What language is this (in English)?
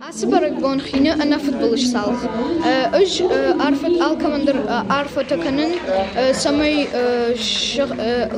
Ossetic